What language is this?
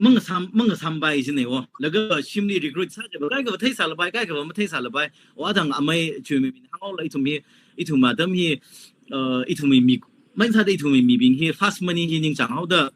Tangkhul Naga (India)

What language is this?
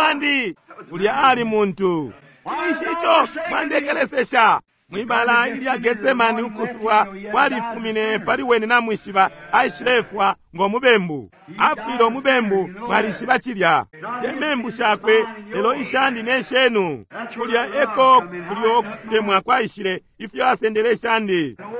Bemba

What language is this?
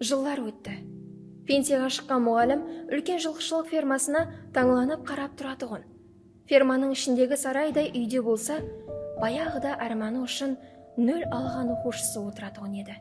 Kara-Kalpak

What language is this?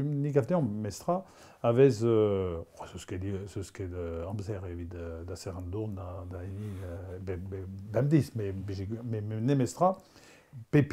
Breton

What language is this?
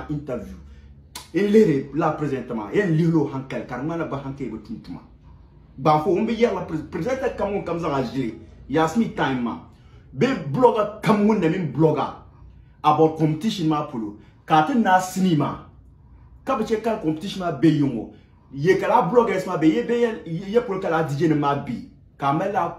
Dagbani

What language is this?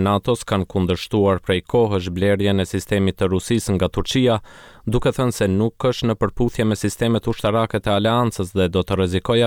Albanian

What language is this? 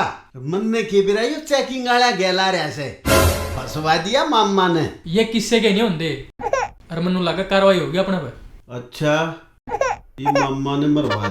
Haryanvi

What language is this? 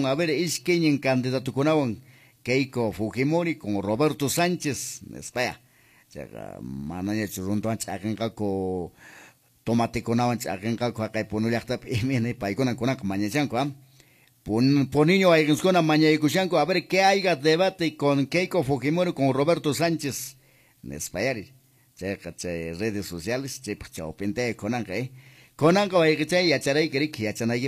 Quechua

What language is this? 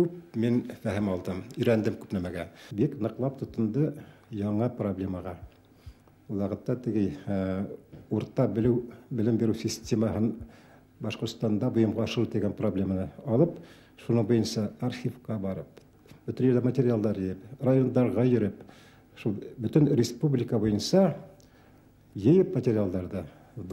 Bashkir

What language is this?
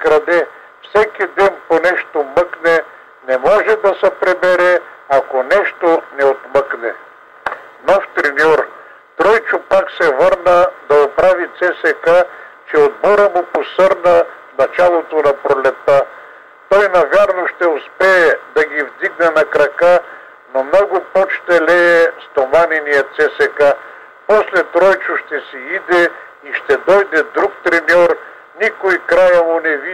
Bulgarian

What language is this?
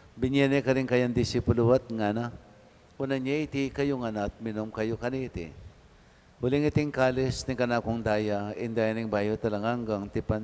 Pampanga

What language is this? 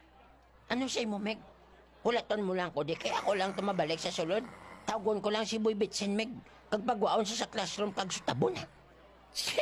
Hiligaynon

